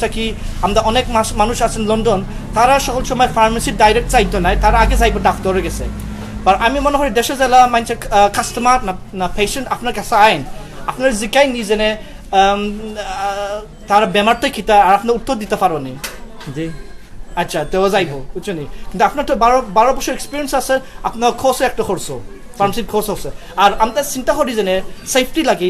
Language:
Sylheti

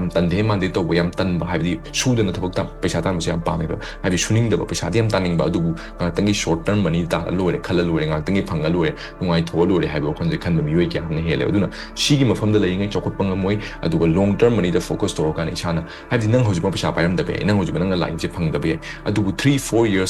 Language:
Manipuri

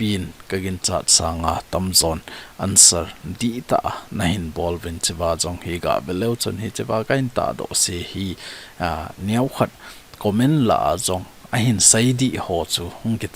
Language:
Thado Chin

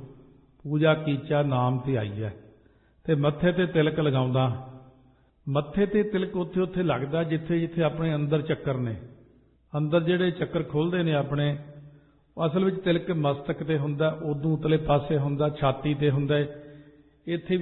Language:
Punjabi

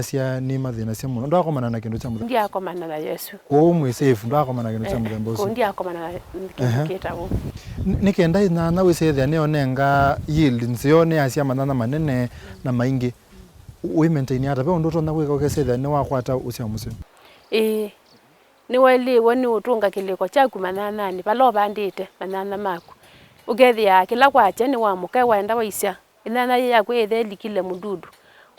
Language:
Kamba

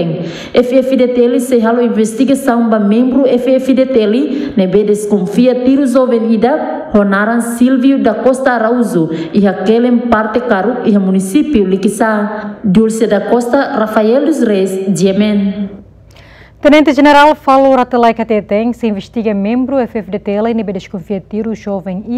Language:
Tetum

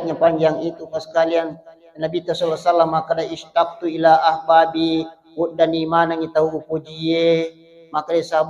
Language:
Buginese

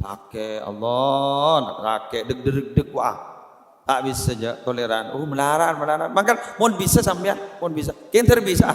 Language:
Madurese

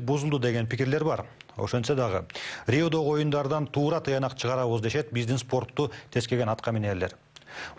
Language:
Kyrgyz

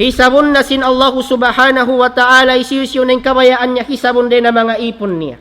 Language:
Tausug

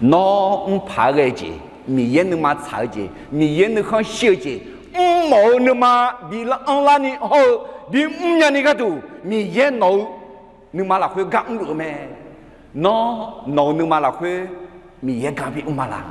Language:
Akha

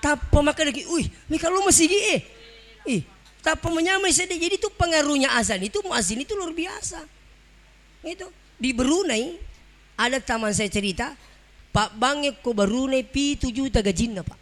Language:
Buginese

